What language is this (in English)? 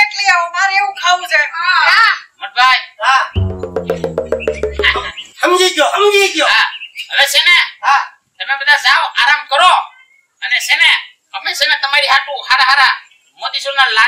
Gujarati